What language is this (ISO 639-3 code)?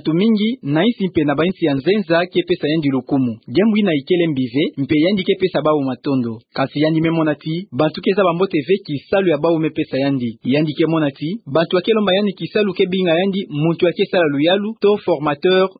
ktu